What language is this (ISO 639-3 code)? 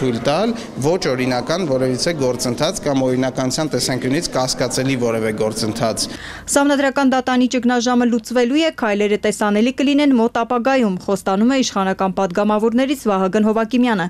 hye